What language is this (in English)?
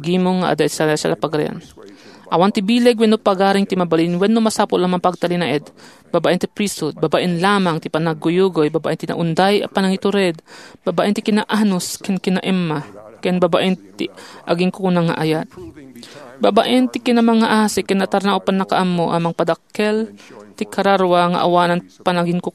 Iloko